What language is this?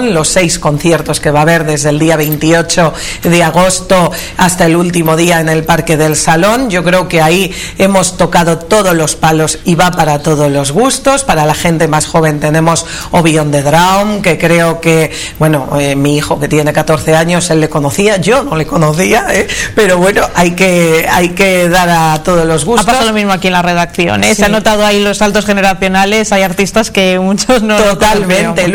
Spanish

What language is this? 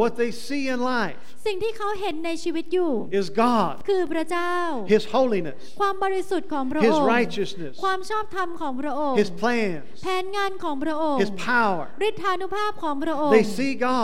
Thai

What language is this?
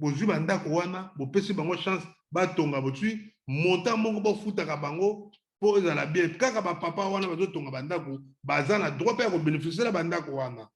Lingala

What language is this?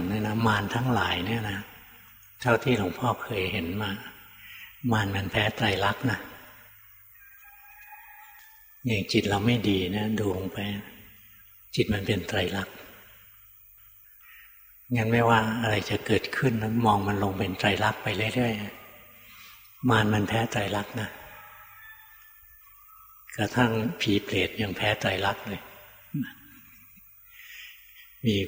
Thai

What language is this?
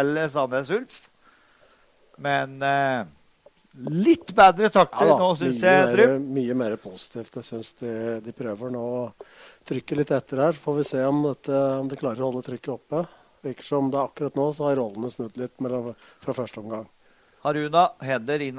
Norwegian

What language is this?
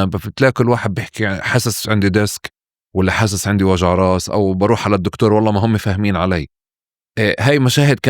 North Levantine Arabic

